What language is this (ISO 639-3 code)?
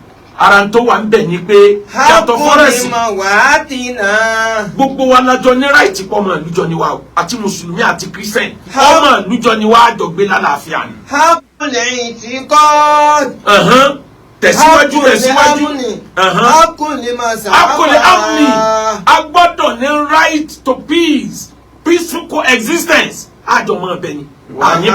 yor